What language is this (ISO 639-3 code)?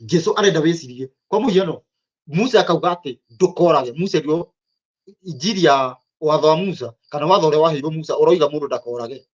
kik